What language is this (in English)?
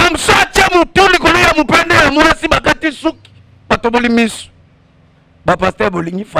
Lingala